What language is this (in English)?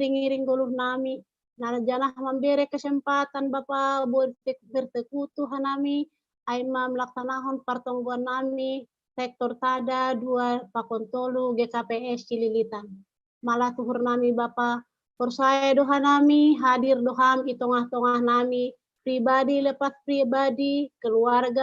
Batak Simalungun